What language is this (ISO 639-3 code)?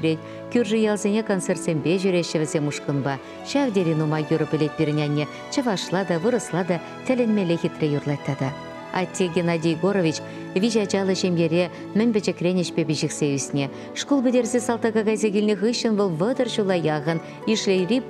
chv